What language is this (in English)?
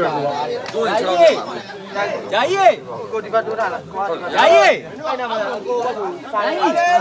Burmese